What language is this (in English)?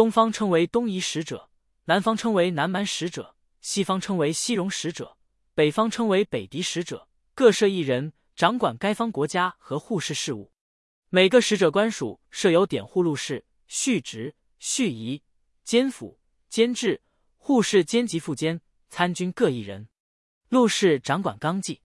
Chinese